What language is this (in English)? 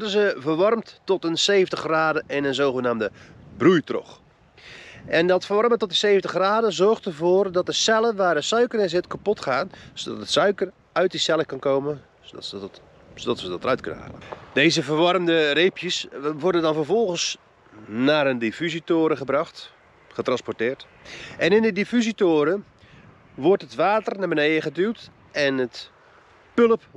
Dutch